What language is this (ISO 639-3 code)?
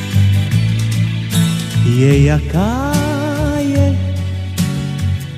ces